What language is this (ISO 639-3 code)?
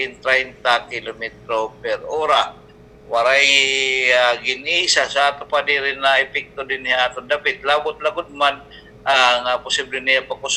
war